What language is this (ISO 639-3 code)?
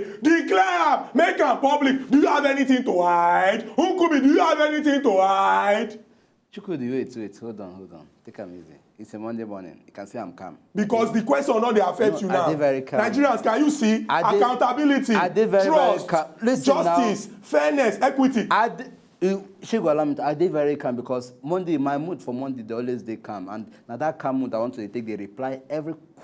pcm